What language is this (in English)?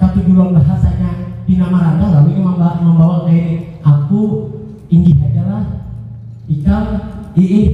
Banjar